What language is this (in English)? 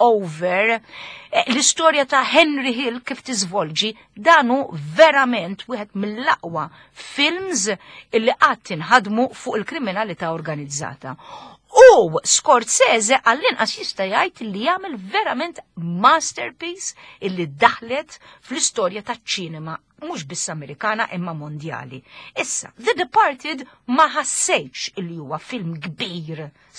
Maltese